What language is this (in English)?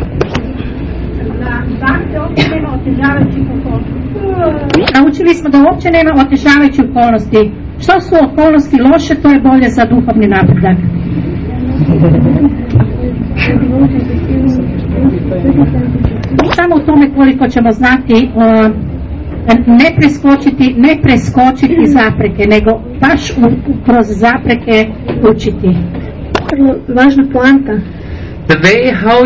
Croatian